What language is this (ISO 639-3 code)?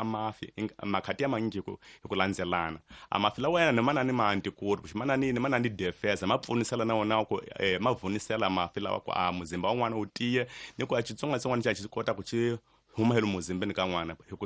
tso